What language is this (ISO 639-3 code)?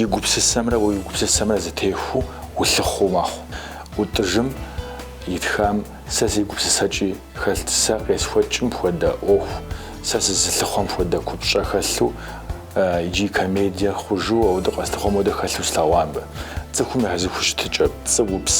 kbd